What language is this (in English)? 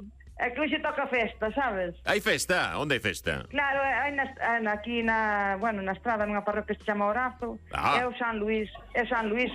Galician